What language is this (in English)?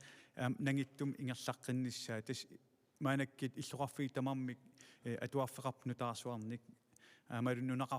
Kalaallisut